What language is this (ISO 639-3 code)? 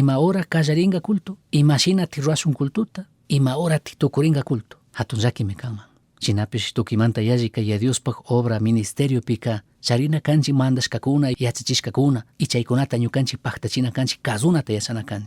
qug